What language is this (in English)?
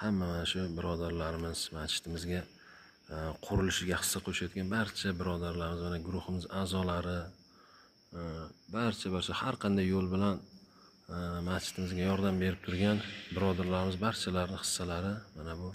Uzbek